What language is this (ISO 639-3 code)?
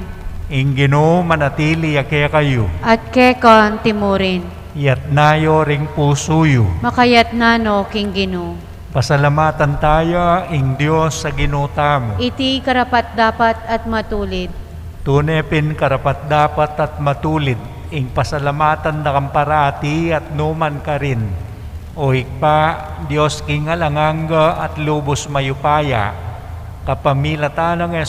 pam